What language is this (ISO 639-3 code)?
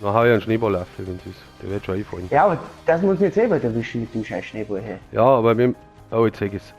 bar